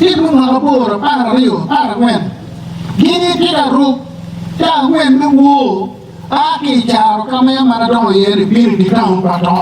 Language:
Acoli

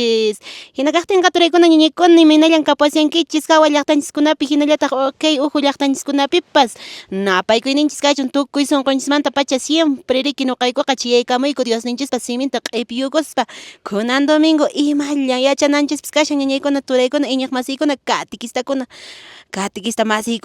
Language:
Quechua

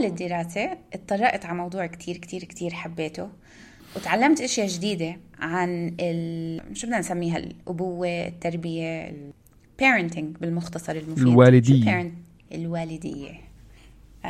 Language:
North Levantine Arabic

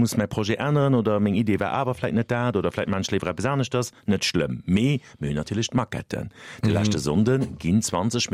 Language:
Luxembourgish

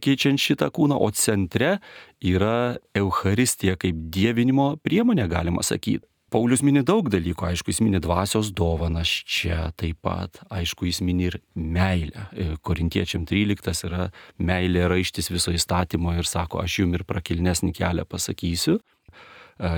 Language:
Lithuanian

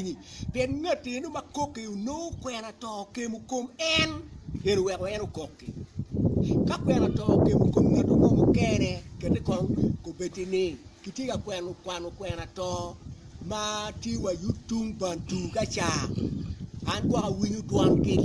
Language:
Acoli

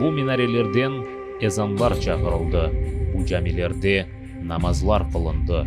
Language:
Crimean Tatar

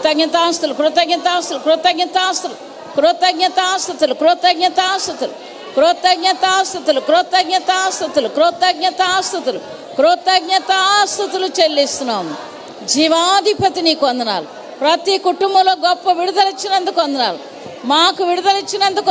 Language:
Telugu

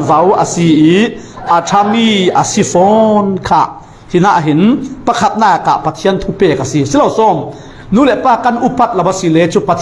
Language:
Falam Chin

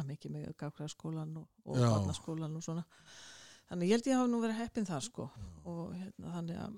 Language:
Icelandic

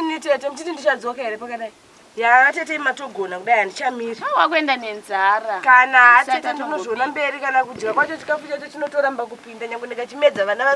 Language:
Shona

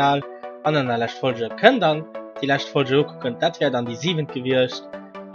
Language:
Luxembourgish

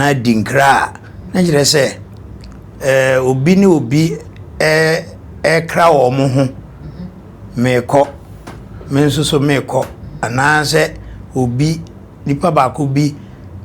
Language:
Akan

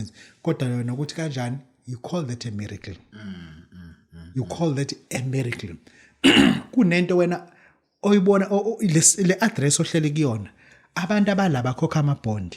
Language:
Zulu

